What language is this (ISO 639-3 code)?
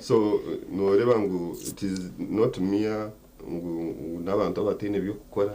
nyn